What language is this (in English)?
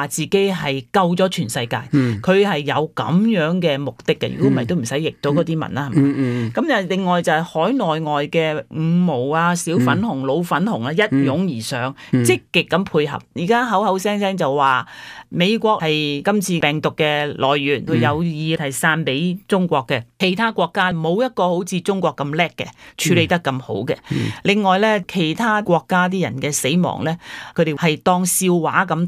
Cantonese